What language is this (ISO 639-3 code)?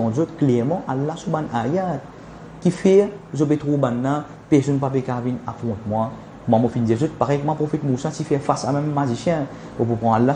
mfe